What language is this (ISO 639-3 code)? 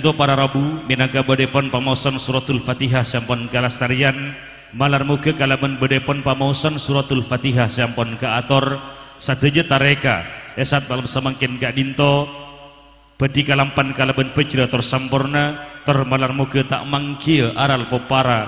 mad